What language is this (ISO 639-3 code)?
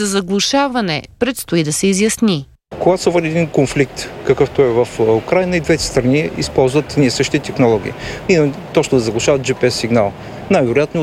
bul